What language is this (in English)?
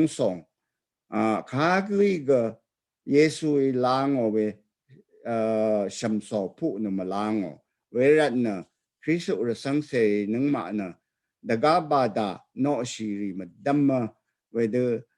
Rawang